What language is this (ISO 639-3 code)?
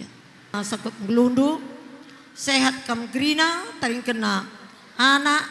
btx